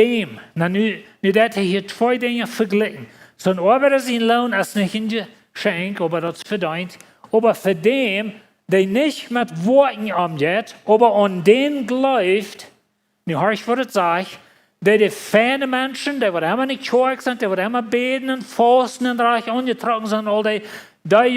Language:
Plautdietsch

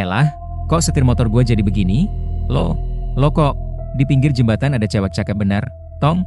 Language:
Betawi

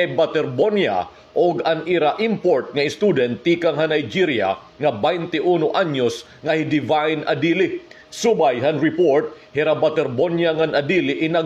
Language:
Waray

